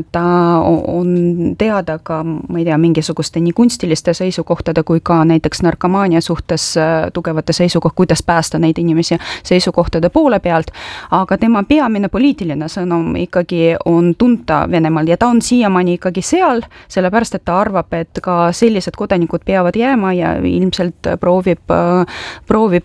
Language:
Estonian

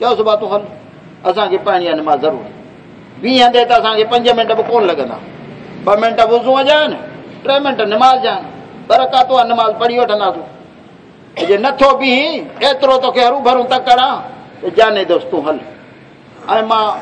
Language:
Saraiki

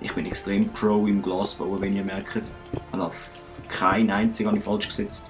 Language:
Swiss German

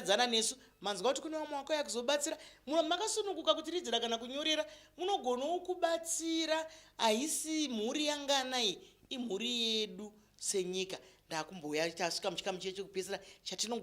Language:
Shona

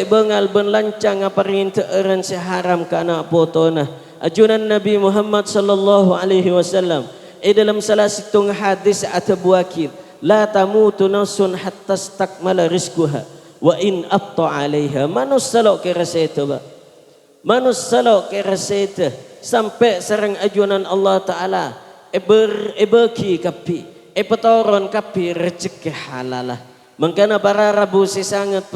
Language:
Madurese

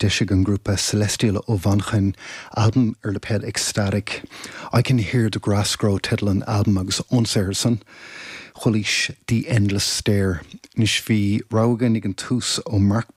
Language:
Irish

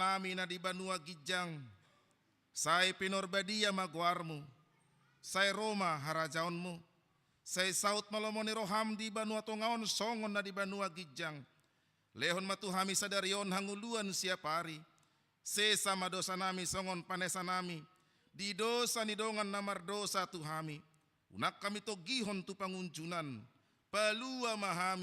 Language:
Batak Toba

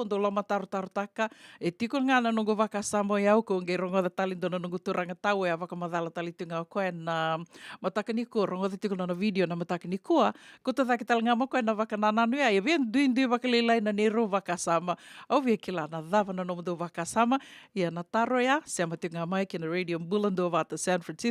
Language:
Fijian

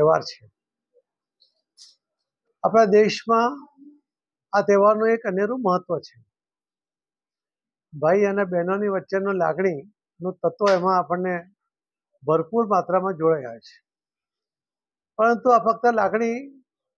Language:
Gujarati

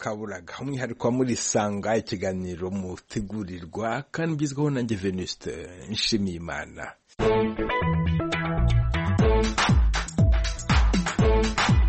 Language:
Kinyarwanda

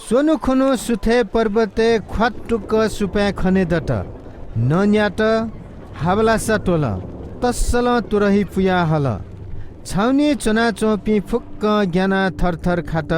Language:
Newari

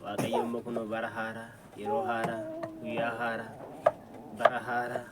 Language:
Oromo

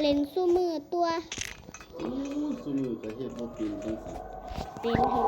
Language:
Northeastern Thai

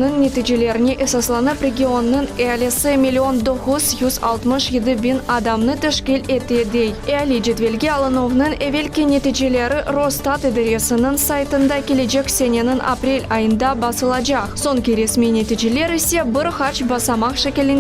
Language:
Crimean Tatar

